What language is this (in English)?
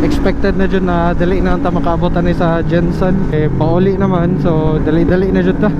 Cebuano